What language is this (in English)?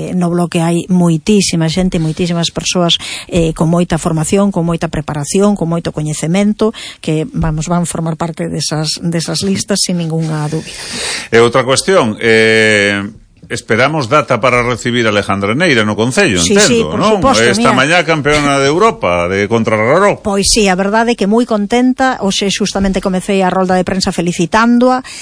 Galician